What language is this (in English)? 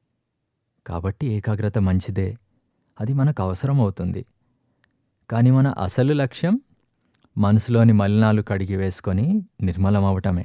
Telugu